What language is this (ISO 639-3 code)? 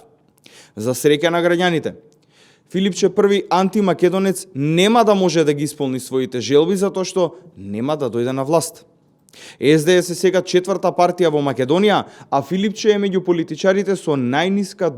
mkd